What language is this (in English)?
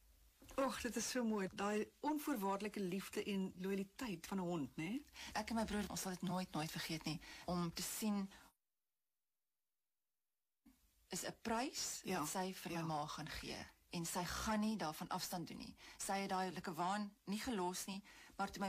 Afrikaans